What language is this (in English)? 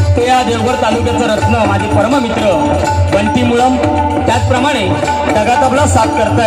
Marathi